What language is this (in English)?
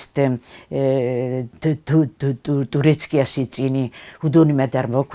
Ossetic